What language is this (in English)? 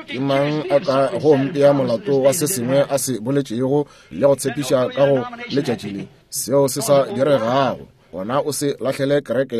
Northern Sotho